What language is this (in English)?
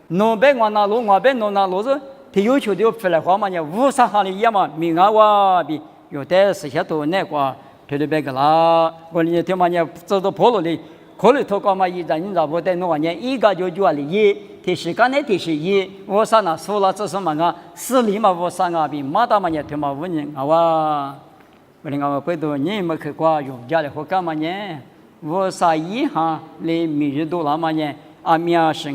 Lisu